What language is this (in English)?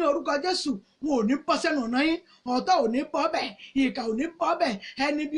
Yoruba